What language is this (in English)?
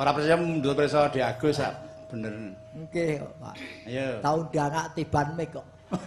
Javanese